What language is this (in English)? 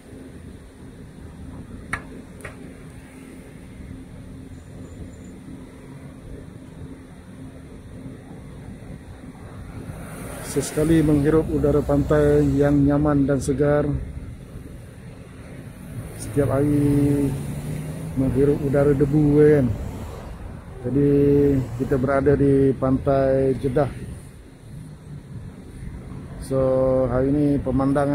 Malay